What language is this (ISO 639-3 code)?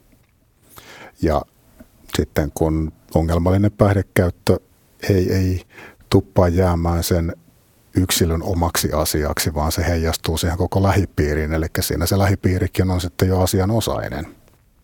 fin